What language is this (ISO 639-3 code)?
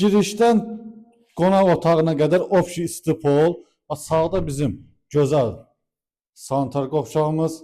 aze